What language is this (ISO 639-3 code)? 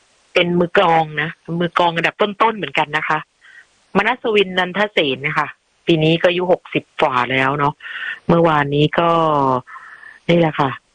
tha